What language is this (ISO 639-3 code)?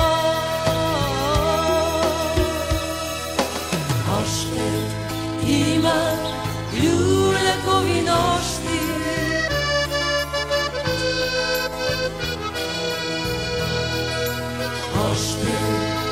bul